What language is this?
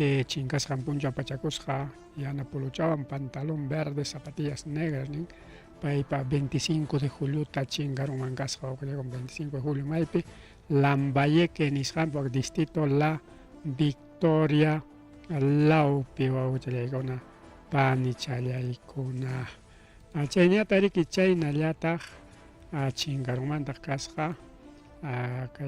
Ayacucho Quechua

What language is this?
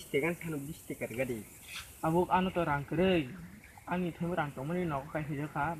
Kok Borok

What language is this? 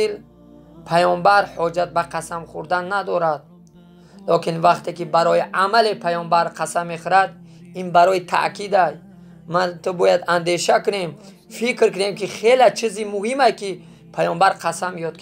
Tajik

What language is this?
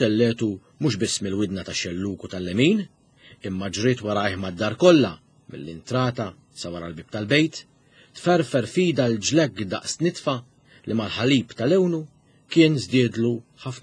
Maltese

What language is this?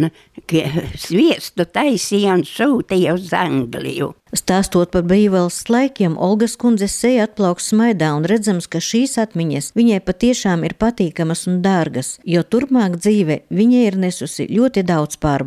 Latvian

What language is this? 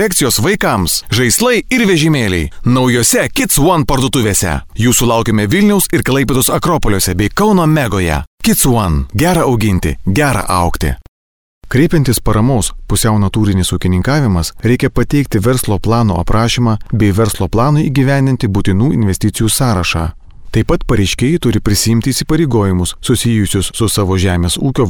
Lithuanian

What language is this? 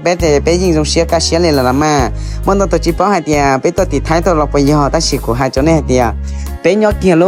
Hmong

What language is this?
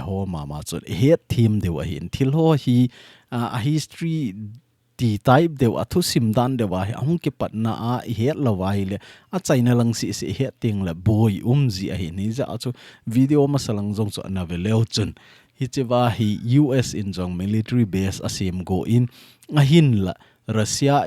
Thado Chin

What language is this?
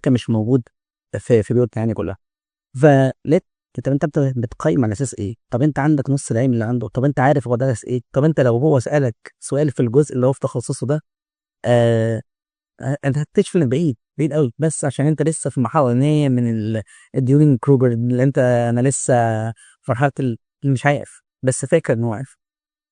Egyptian Arabic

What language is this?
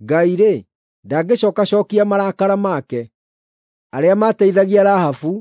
Kikuyu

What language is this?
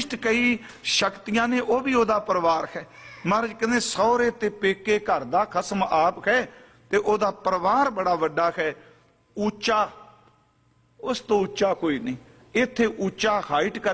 Punjabi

